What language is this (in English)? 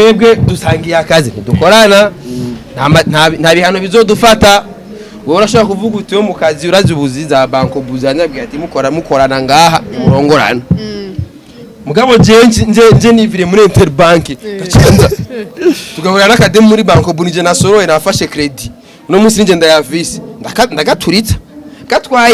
Rundi